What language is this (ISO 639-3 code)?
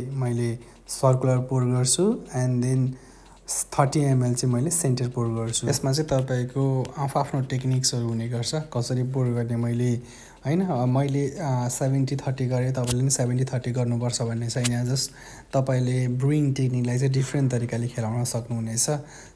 nep